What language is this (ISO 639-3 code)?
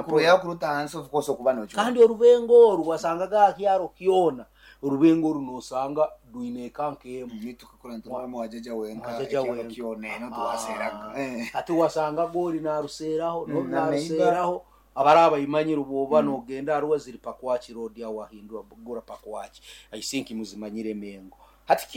nyo